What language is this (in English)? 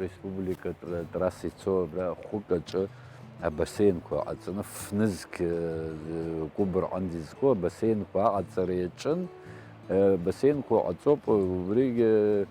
Abkhazian